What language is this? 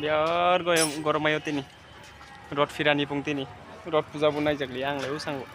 Kok Borok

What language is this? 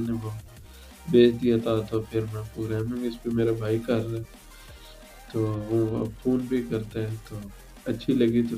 Urdu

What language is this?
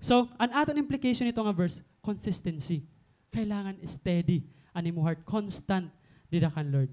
Waray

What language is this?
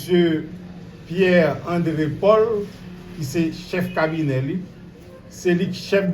Haitian Creole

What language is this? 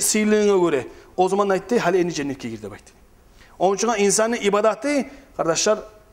Kumyk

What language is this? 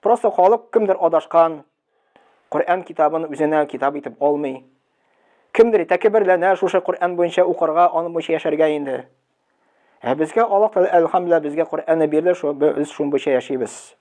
Tatar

